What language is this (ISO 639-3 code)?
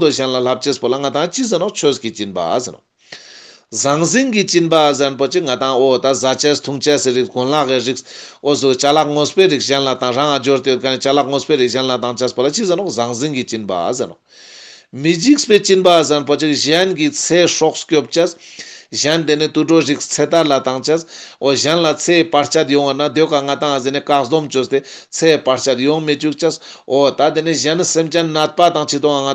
lbj